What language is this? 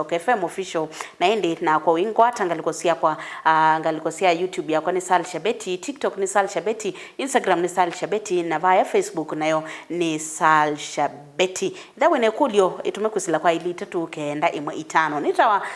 Kamba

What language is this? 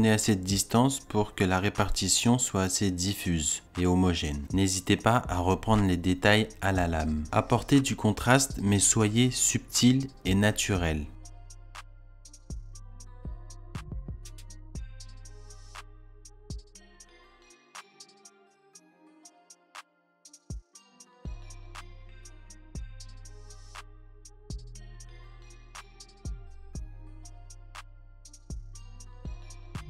French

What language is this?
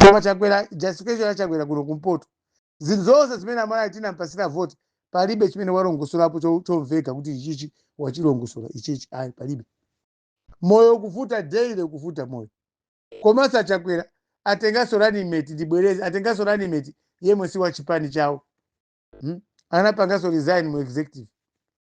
Nyanja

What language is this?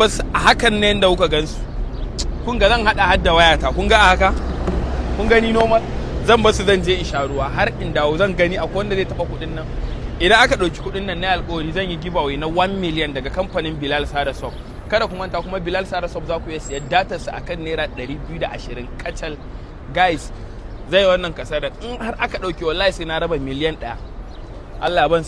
Hausa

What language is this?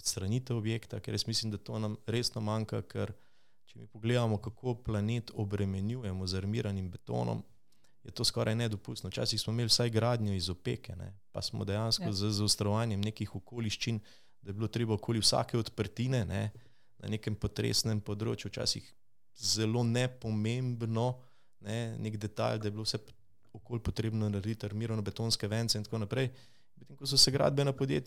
Slovenian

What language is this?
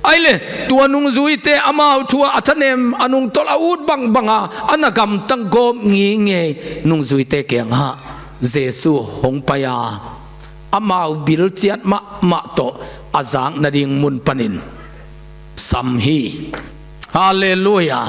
Tedim Chin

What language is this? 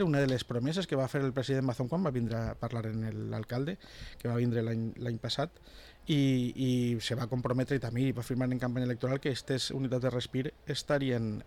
Catalan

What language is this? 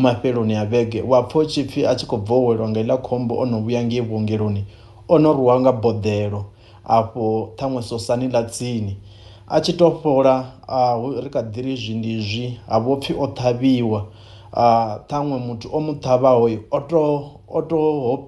Venda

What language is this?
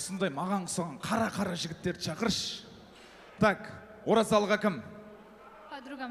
Kara-Kalpak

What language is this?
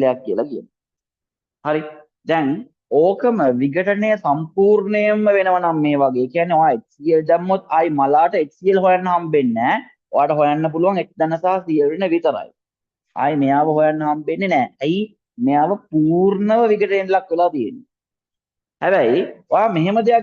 Sinhala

